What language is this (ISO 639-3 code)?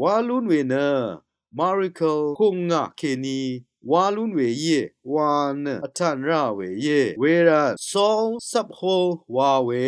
raw